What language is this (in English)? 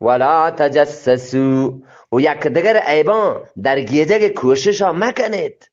Eastern Balochi